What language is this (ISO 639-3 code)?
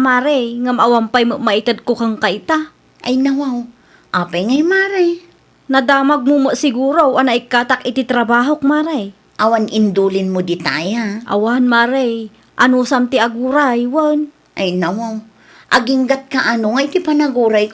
ilo